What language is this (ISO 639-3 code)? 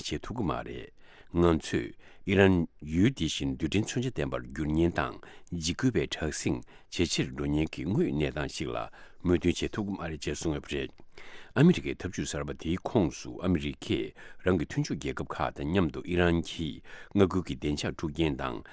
bod